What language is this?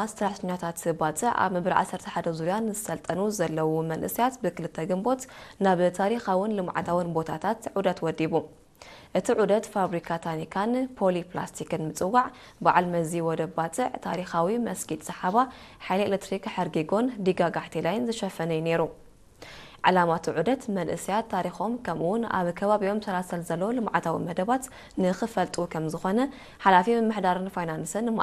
Tigrinya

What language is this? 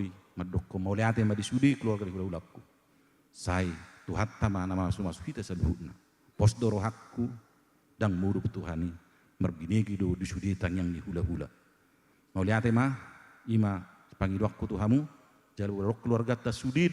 Batak Toba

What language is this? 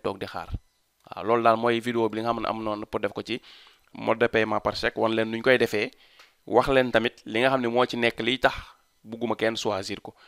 Wolof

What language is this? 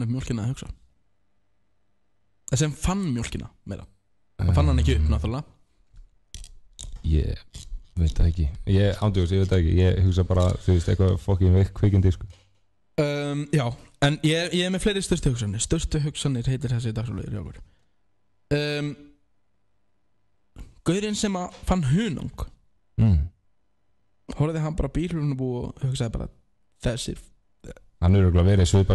Icelandic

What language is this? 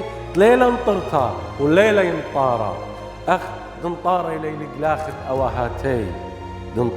Assyrian Neo-Aramaic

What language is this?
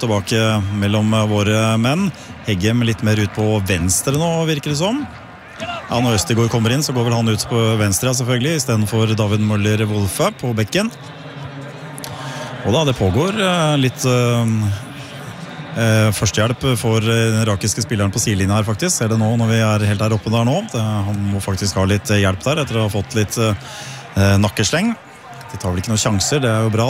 Norwegian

